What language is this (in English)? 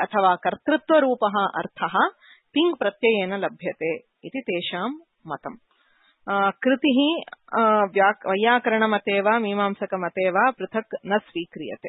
Sanskrit